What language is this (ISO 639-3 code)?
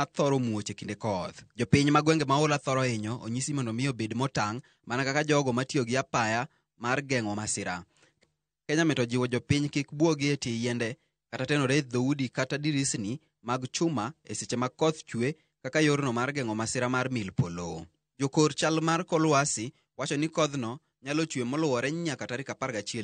luo